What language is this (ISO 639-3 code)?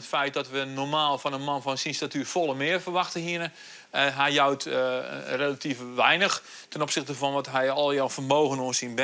fry